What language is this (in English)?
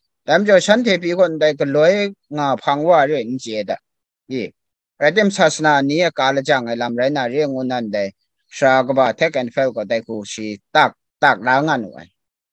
Kachin